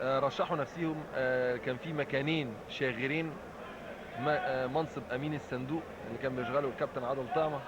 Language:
Egyptian Arabic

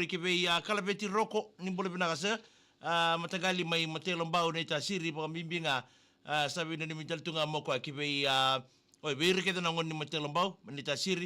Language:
Fijian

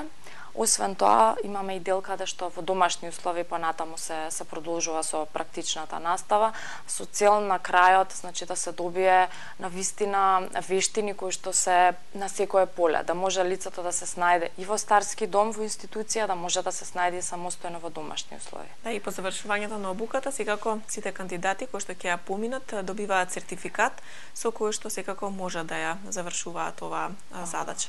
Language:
Macedonian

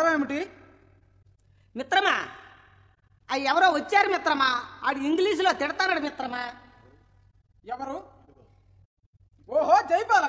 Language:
Telugu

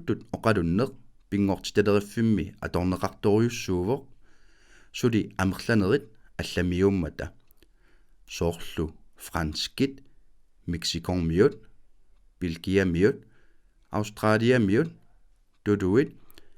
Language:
Kalaallisut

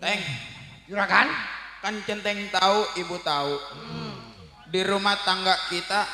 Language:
Betawi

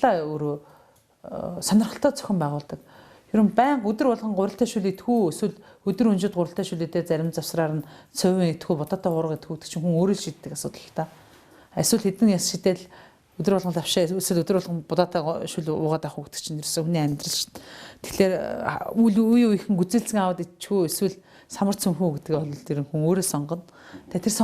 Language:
Mongolian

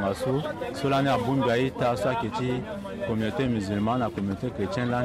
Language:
Sango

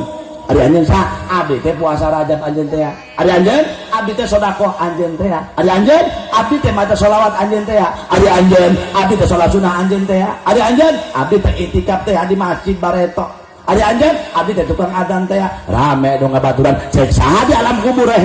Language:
Sundanese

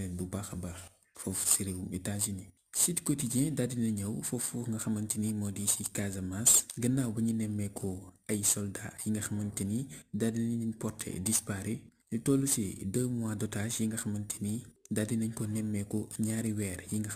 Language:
Wolof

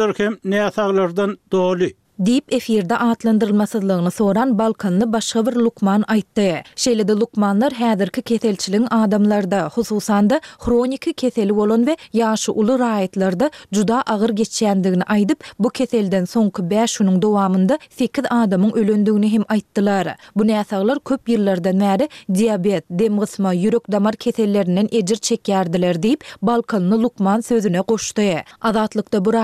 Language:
Turkmen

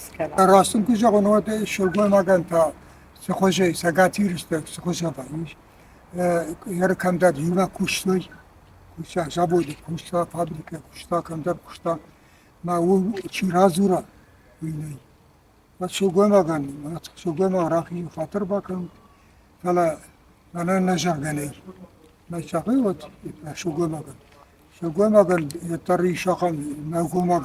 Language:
Ossetic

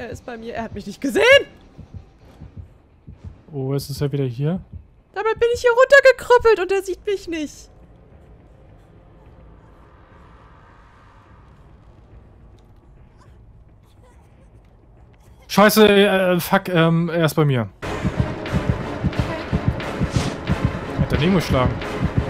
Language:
German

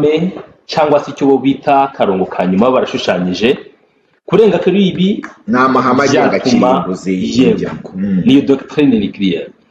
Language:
Kinyarwanda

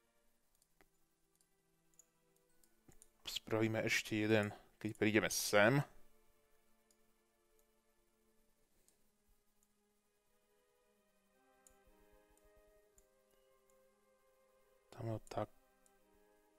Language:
Slovak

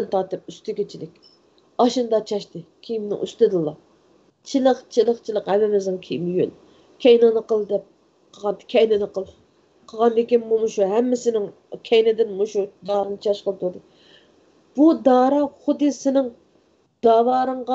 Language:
Uyghur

